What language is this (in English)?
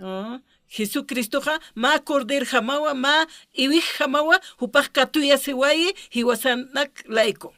Aymara